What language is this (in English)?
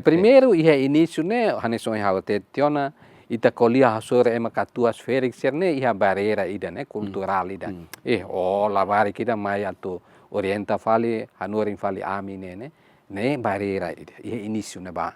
Tetum